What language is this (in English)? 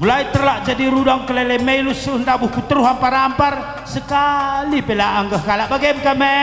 Batak Karo